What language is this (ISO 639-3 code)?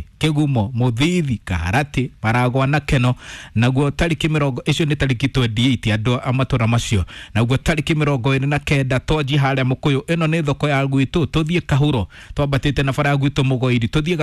kik